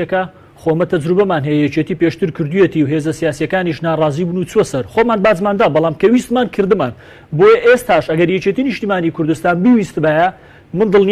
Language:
Central Kurdish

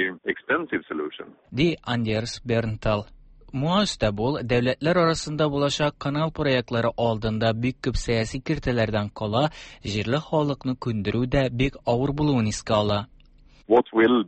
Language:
Tatar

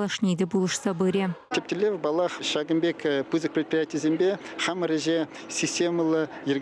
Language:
Chuvash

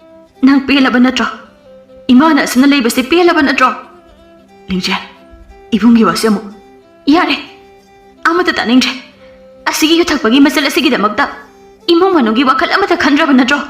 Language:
Manipuri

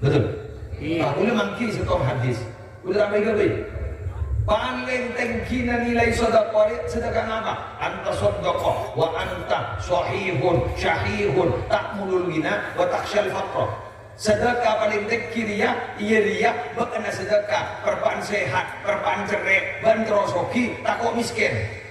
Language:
Madurese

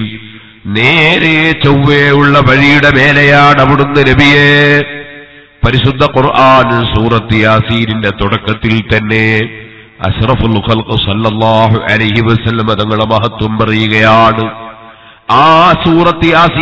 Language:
Malayalam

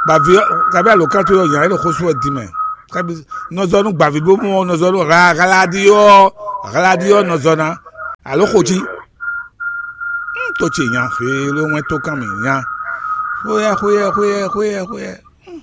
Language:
Fon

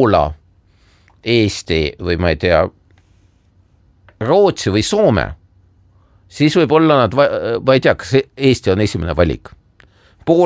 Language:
Estonian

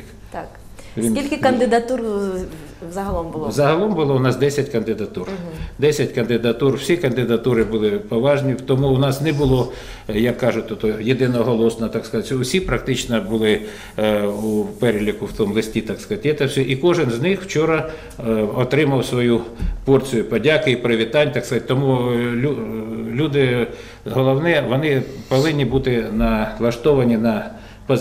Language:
Ukrainian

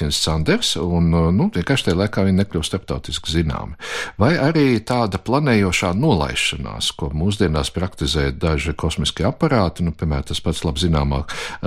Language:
Latvian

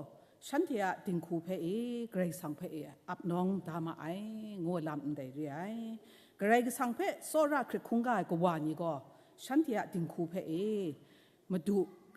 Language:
Kachin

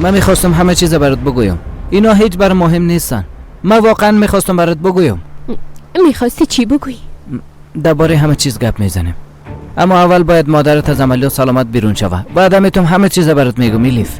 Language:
Persian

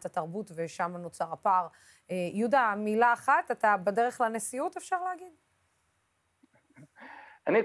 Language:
Hebrew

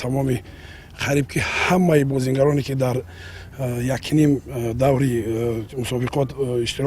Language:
Tajik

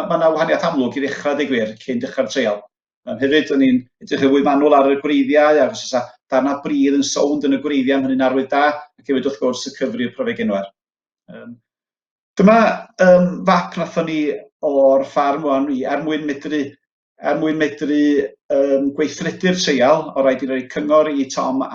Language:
Welsh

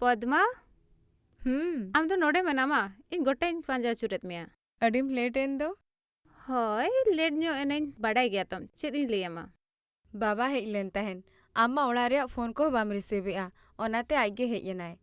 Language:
Santali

